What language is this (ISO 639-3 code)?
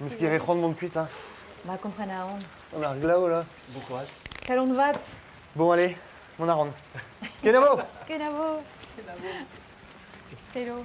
bre